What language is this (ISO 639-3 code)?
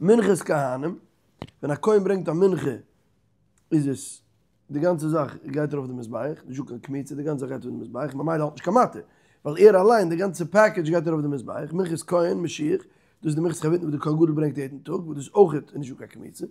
yid